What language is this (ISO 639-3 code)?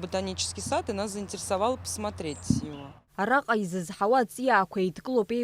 abk